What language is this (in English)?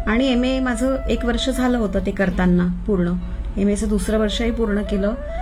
Marathi